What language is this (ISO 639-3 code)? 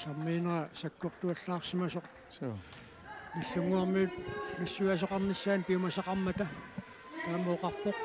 kal